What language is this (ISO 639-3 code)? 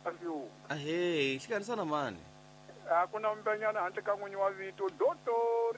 tso